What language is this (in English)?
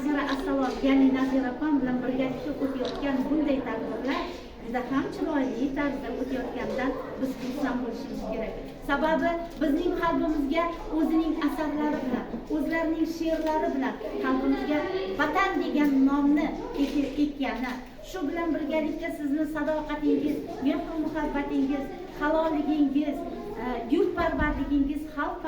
Uzbek